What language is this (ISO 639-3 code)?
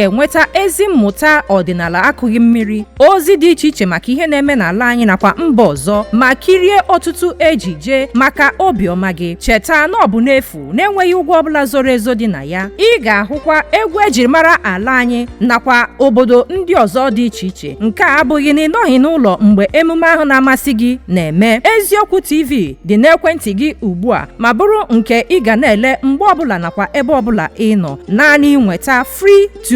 ibo